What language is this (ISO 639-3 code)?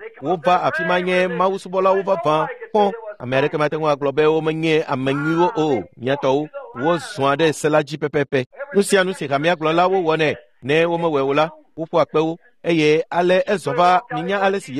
ewe